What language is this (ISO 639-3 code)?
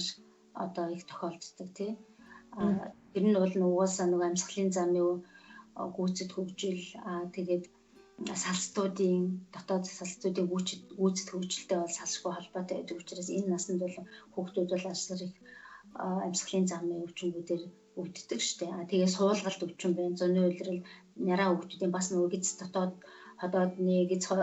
mon